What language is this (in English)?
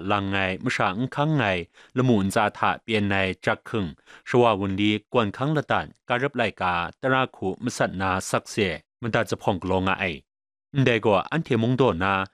Kachin